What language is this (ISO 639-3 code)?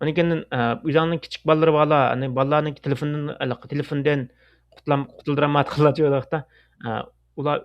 uig